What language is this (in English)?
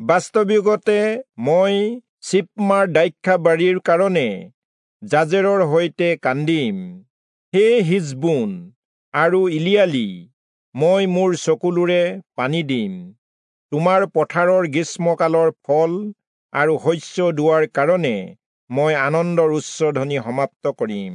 Assamese